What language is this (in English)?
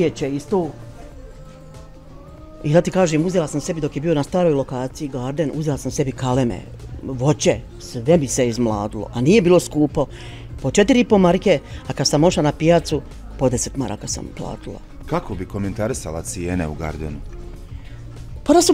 Bosnian